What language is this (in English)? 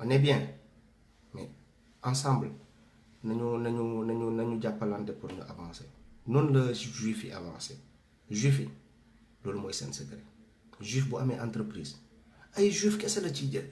Wolof